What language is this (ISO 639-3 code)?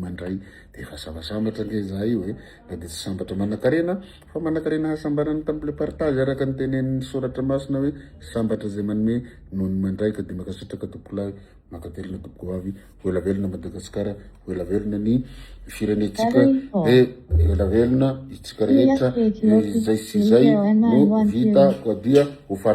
mlg